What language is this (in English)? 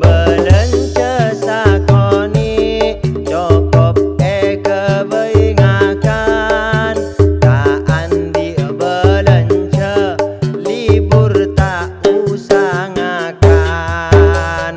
Madurese